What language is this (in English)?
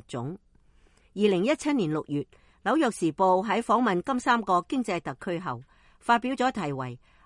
Cantonese